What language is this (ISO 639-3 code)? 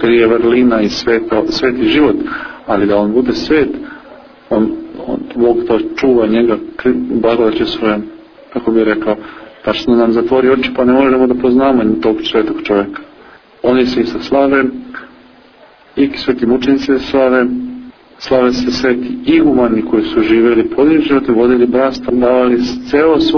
srp